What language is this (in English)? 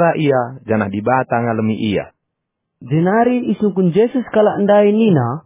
Batak Karo